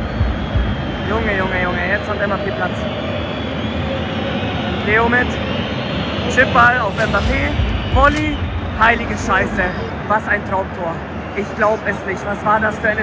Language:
German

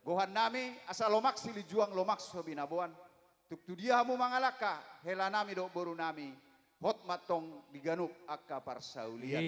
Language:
Batak Toba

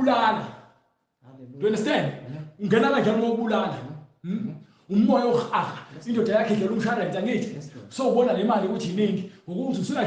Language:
Zulu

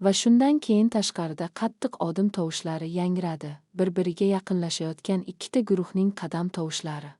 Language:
Uzbek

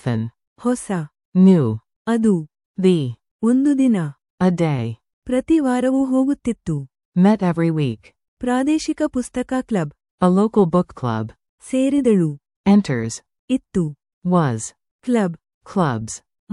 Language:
Kannada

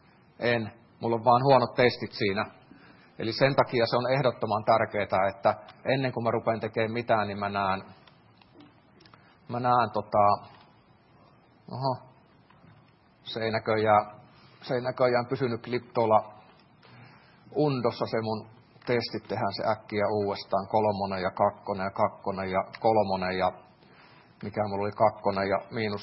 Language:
Finnish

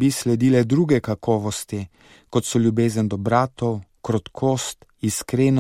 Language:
Slovenian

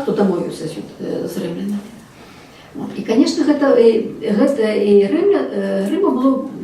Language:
Belarusian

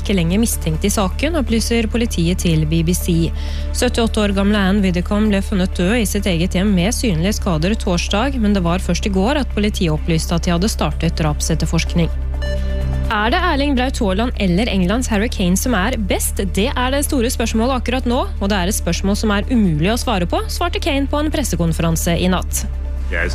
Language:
Norwegian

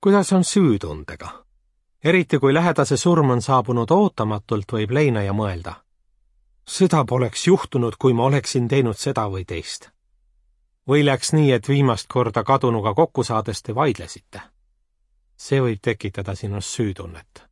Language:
Estonian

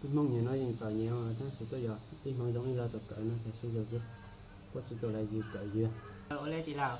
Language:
Hmong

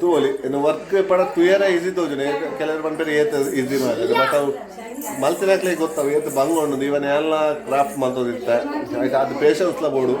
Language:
Tulu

